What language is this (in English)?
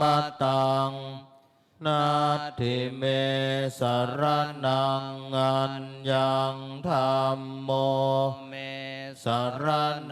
Pali